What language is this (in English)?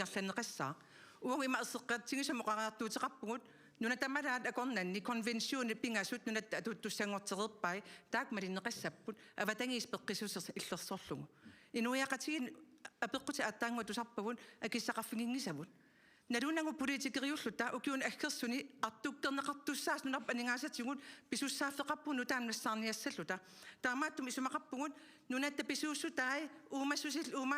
Kalaallisut